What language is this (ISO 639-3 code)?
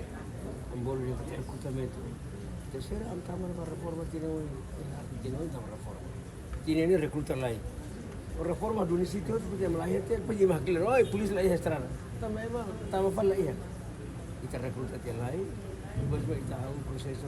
tet